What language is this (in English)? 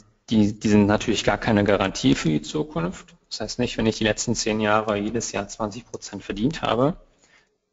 German